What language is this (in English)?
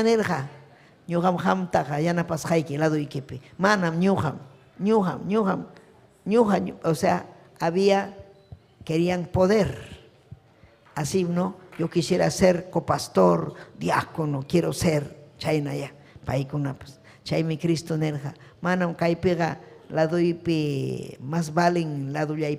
Ayacucho Quechua